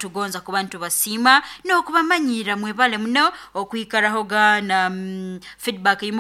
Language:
Nyoro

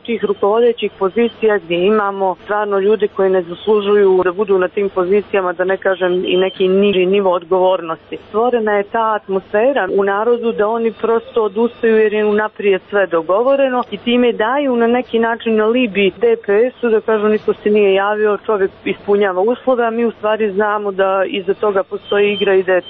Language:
Serbian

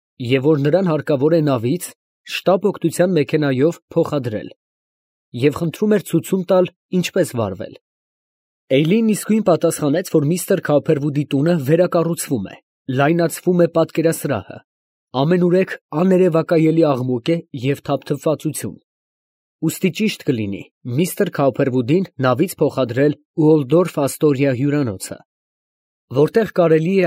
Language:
Armenian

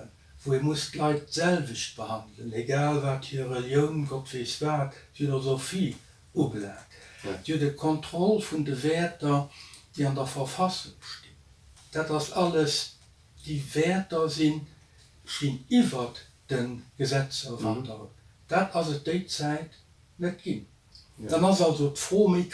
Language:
Luxembourgish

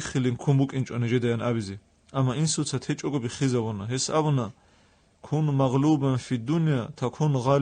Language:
Avaric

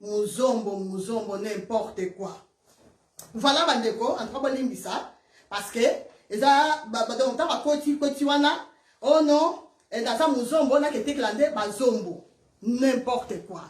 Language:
Lingala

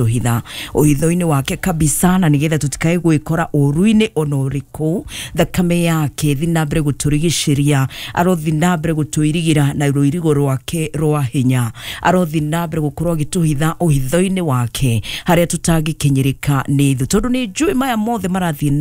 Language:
Kikuyu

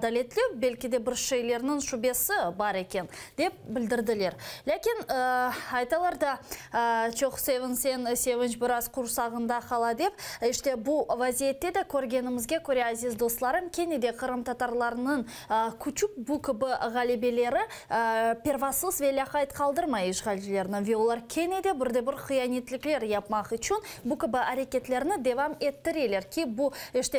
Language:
Crimean Tatar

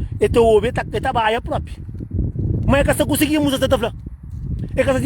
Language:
Kabuverdianu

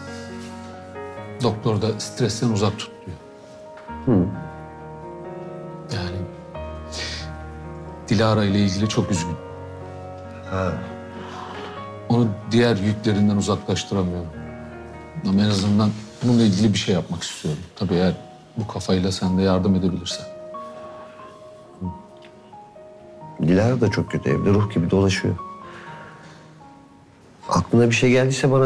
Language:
Turkish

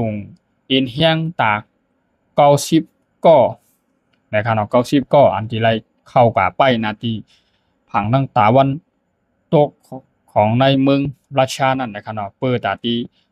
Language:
Shan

